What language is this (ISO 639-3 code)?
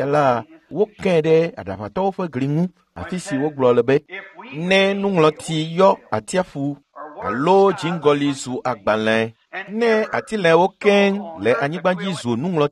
ewe